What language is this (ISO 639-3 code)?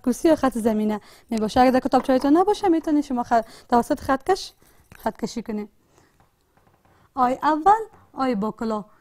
fas